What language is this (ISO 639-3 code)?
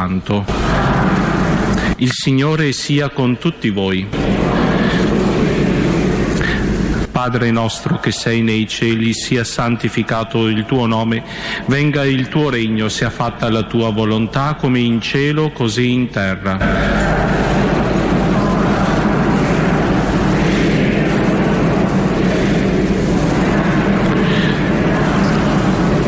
ita